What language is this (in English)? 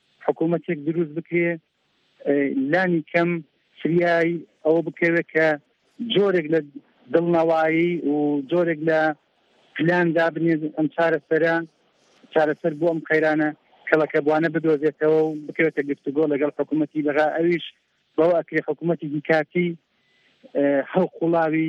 Central Kurdish